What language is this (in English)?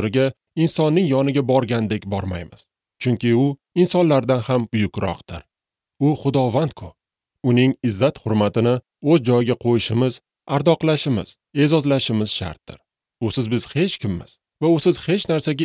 Uzbek